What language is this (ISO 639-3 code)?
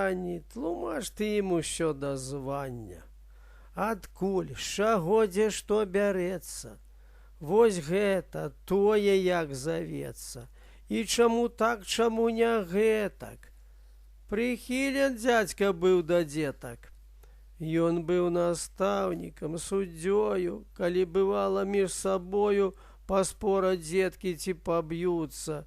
bel